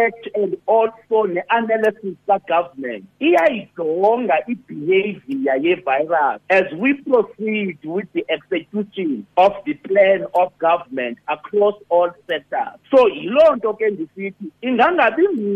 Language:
Xhosa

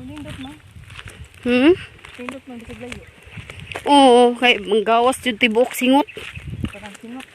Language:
Cebuano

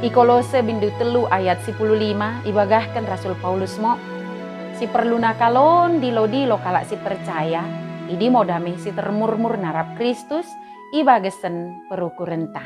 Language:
Batak Dairi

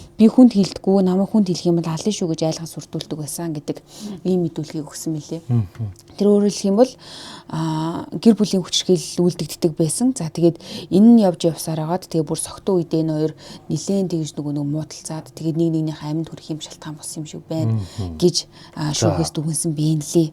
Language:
Mongolian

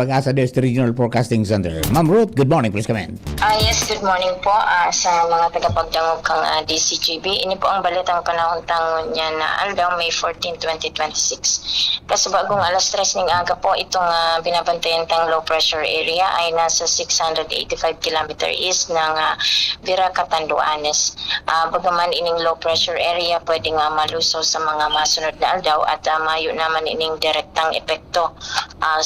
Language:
Bikol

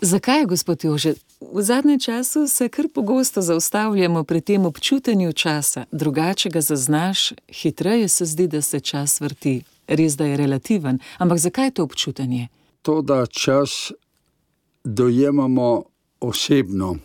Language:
Slovenian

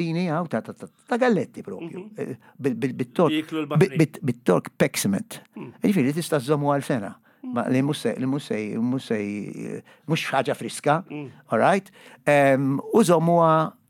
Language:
Maltese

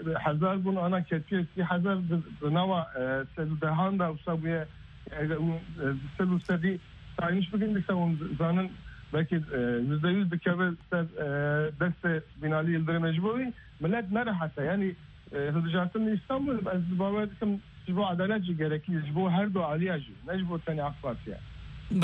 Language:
Kurdish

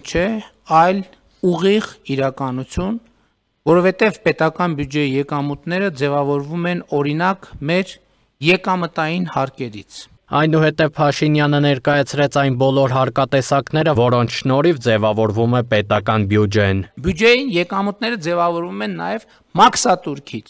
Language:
Armenian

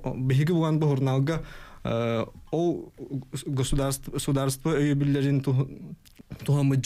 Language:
Yakut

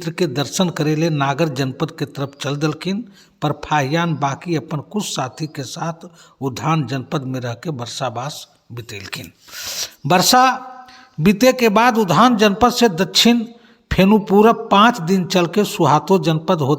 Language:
Magahi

